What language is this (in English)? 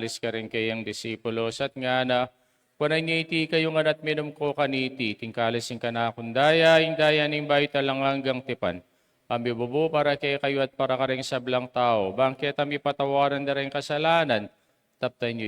Pampanga